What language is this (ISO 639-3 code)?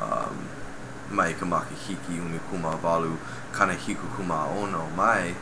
haw